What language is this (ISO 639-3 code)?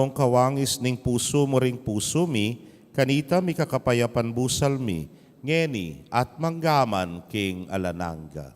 pam